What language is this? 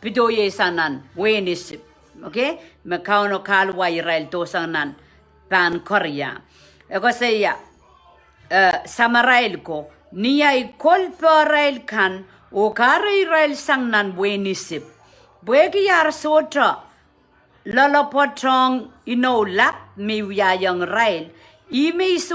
Pohnpeian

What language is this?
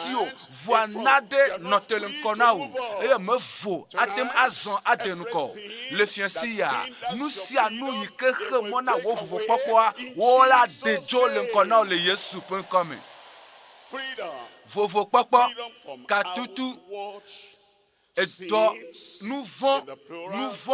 Ewe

